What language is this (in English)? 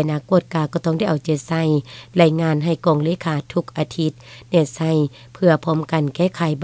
Lao